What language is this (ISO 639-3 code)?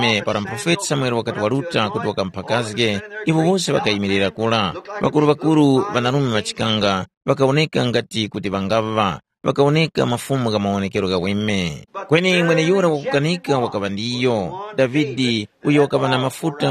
tum